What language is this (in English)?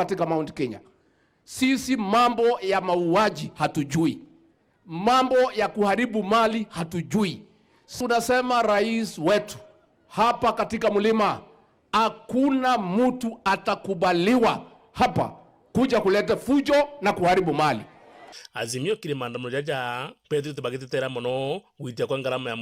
Meru